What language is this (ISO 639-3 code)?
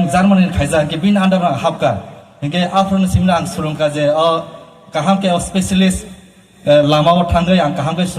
ria